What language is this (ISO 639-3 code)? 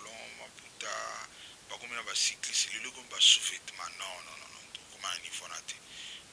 lin